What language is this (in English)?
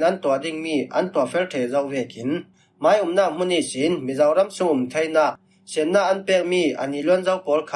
Falam Chin